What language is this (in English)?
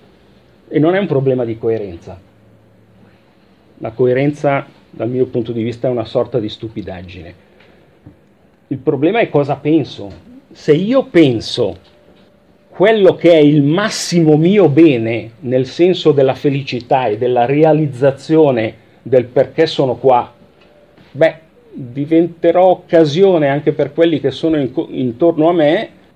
Italian